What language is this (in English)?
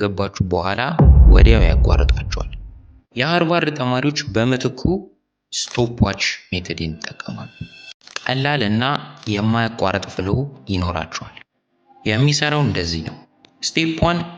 Amharic